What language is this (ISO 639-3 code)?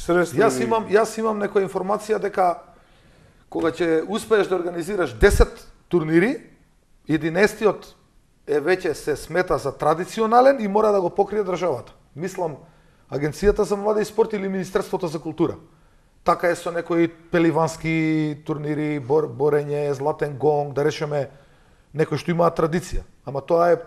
mkd